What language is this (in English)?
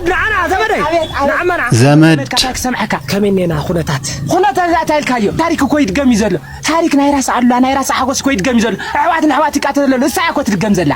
Tigrinya